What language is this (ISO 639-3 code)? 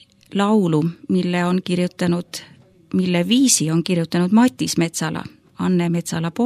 est